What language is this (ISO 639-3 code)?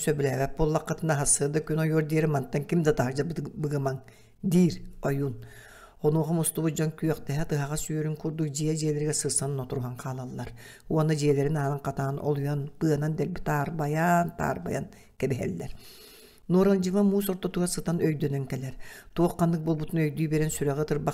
sah